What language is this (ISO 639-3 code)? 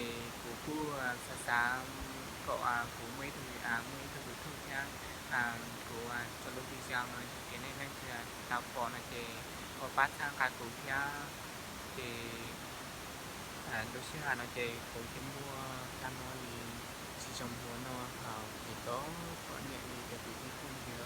hmn